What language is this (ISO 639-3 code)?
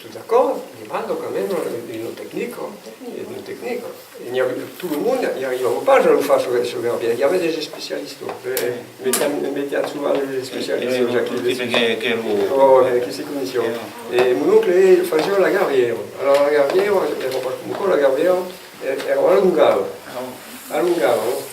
oci